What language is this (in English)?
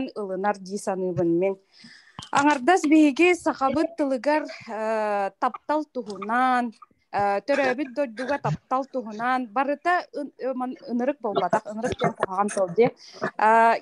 Yakut